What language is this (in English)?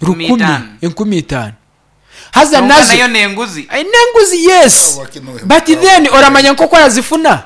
Nyankole